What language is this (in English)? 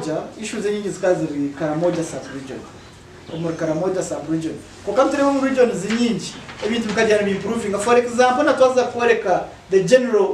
Nyankole